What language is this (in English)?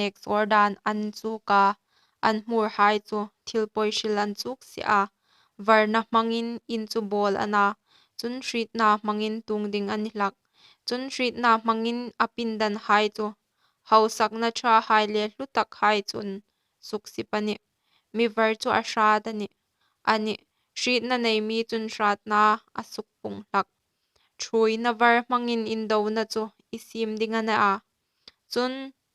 Hmar